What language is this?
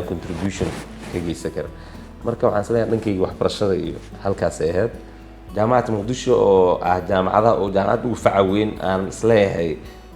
Somali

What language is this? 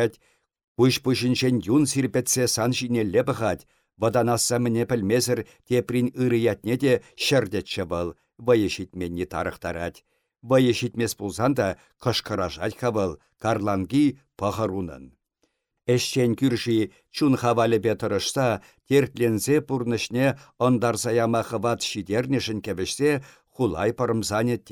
Chuvash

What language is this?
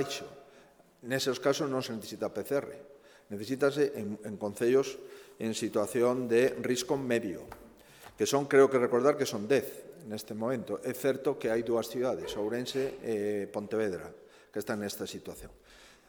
Galician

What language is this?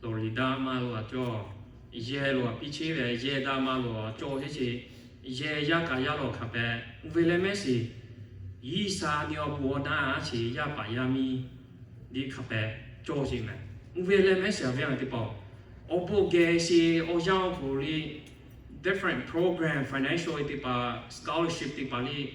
Lahu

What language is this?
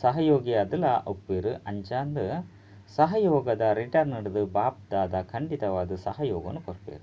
Tulu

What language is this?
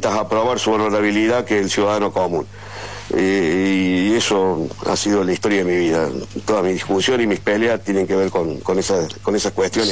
Spanish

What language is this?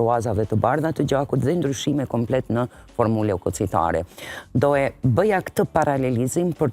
Albanian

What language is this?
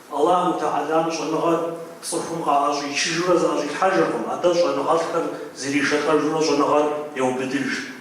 Kabardian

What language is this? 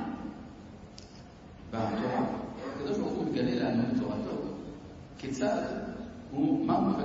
Hebrew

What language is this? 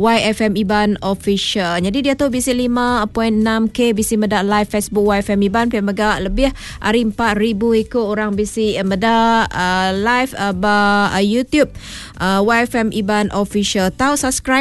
Iban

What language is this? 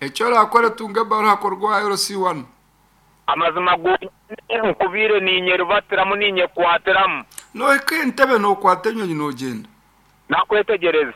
Nyankole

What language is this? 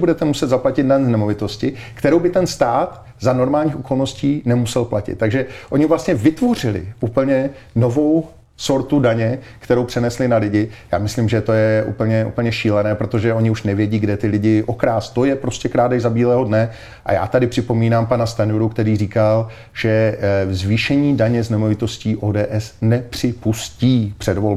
Czech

